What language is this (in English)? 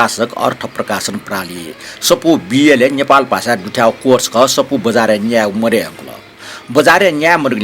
Newari